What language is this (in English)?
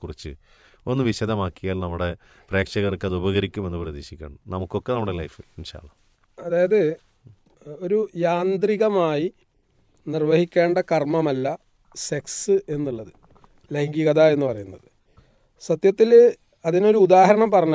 Malayalam